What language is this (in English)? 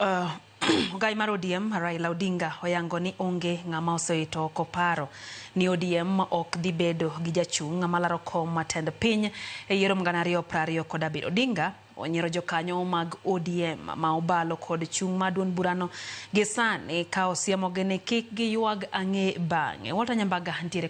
Luo (Kenya and Tanzania)